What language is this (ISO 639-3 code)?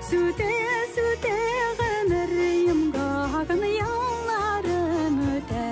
bak